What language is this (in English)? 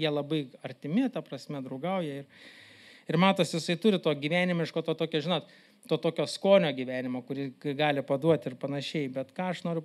Lithuanian